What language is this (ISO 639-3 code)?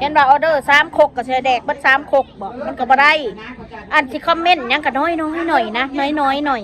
tts